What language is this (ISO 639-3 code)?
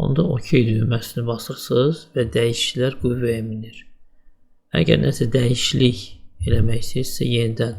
aze